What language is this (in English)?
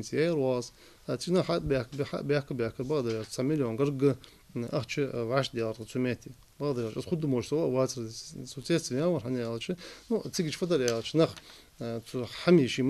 Ingush